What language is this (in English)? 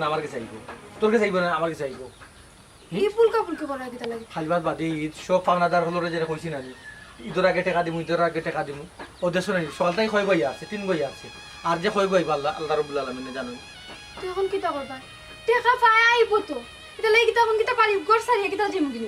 Sylheti